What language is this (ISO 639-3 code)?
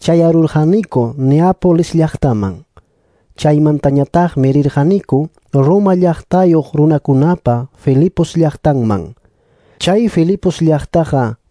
quy